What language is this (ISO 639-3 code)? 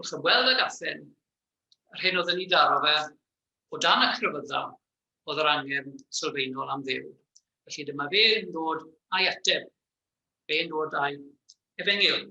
cym